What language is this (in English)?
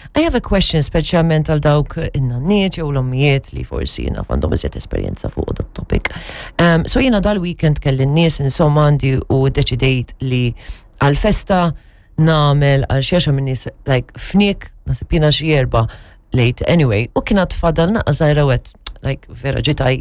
Maltese